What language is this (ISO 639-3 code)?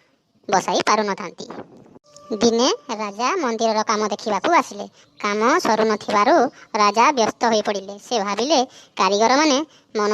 ori